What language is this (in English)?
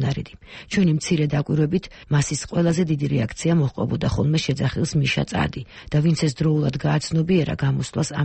Georgian